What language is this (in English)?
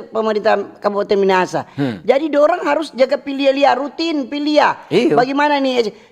Manado Malay